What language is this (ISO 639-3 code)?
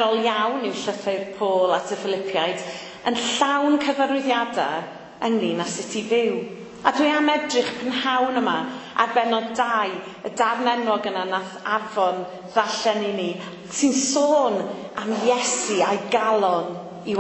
cym